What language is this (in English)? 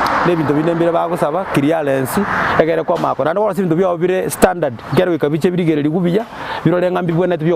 Gusii